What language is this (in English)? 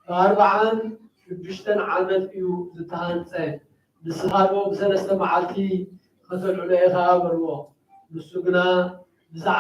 Tigrinya